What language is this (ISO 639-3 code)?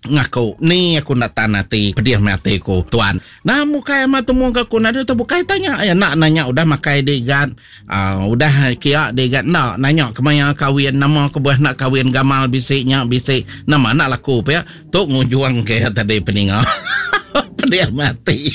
iba